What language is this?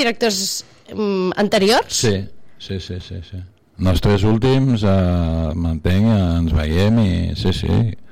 Catalan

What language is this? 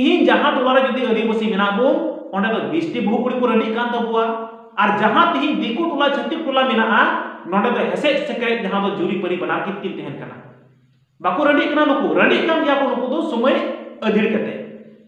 Santali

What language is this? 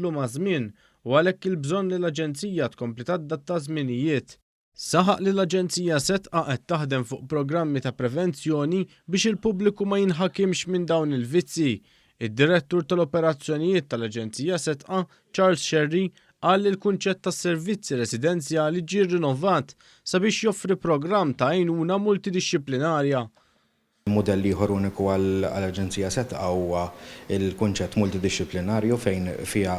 Maltese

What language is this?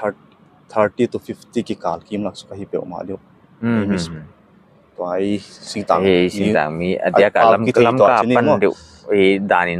Paite Chin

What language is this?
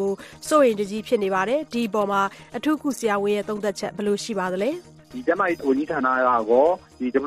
Burmese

